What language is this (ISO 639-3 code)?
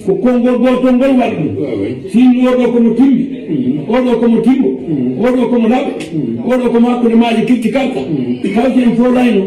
fuf